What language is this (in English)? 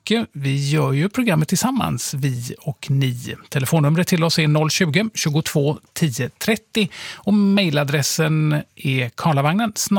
Swedish